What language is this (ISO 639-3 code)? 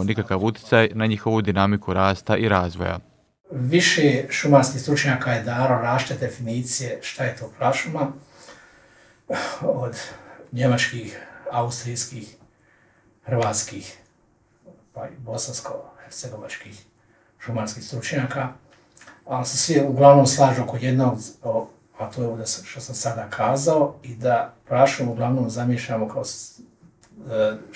bos